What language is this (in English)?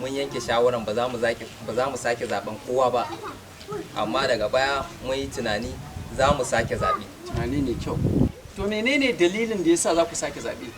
Hausa